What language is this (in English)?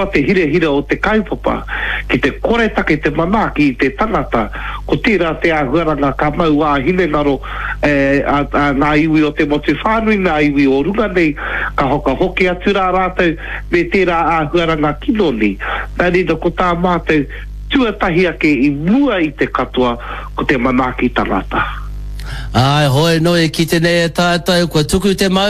Māori